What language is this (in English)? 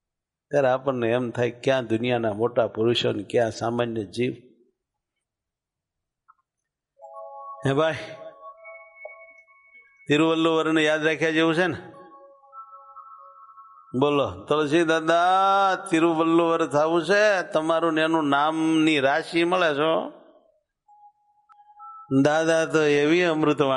Gujarati